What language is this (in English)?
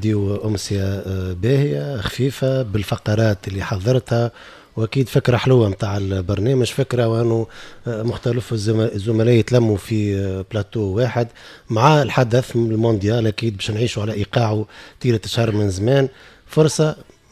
Tunisian Arabic